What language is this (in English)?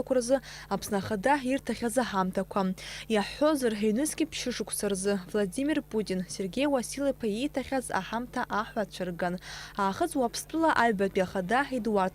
Abkhazian